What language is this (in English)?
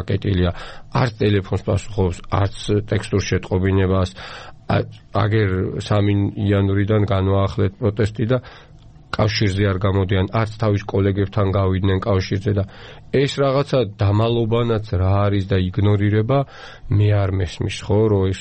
Georgian